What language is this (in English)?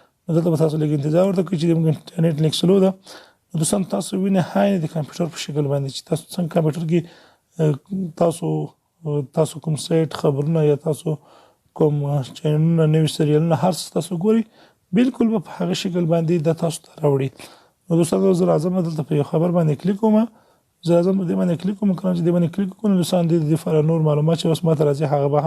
Pashto